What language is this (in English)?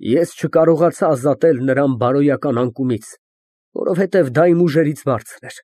Armenian